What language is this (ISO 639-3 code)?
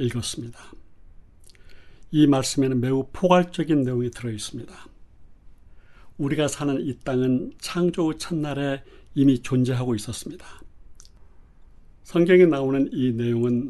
kor